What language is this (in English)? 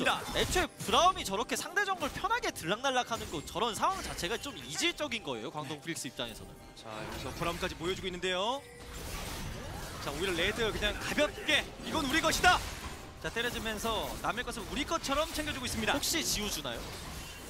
Korean